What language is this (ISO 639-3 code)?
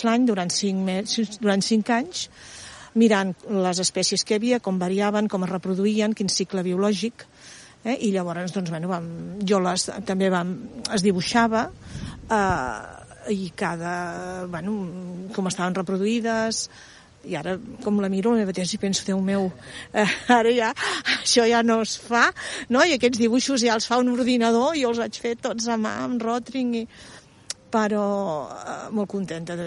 cat